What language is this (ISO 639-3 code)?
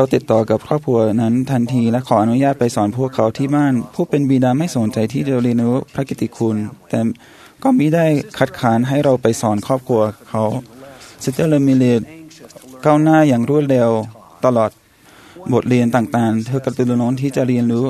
tha